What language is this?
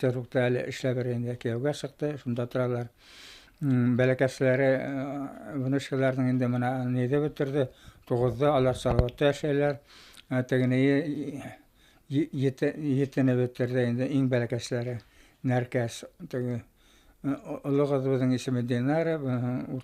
Bashkir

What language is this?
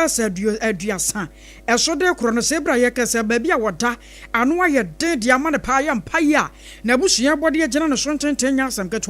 Akan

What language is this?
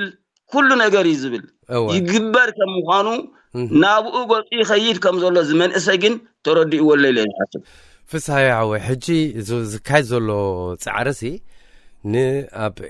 Tigrinya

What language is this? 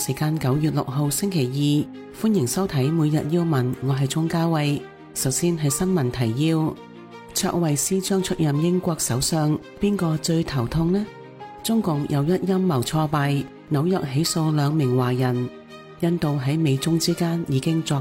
Cantonese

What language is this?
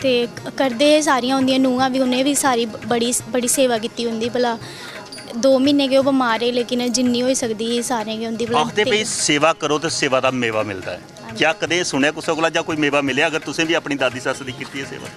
Dogri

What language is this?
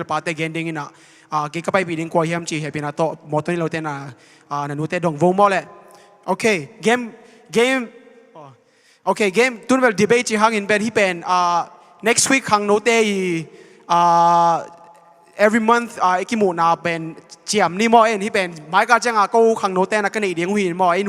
Tedim Chin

